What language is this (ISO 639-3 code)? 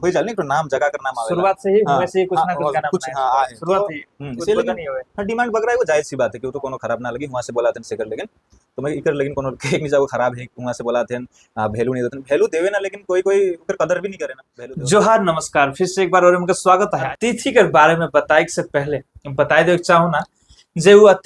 sck